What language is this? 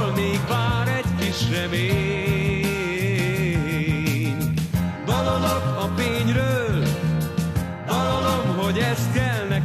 Hungarian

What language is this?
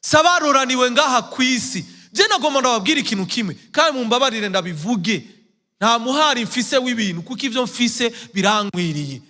Rundi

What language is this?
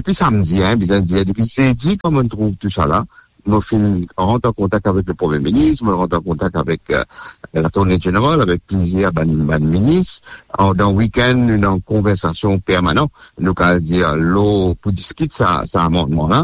Morisyen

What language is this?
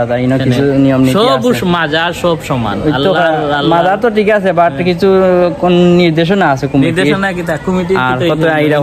Sylheti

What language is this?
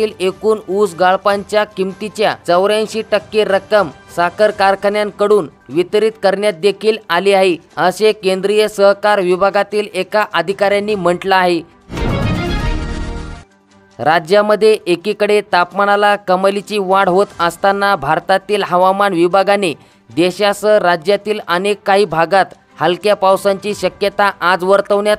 Marathi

